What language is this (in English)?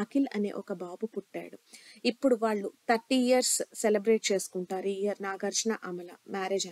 Telugu